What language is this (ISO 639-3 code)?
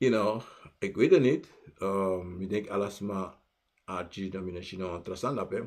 srn